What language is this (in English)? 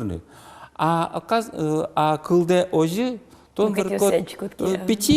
Udmurt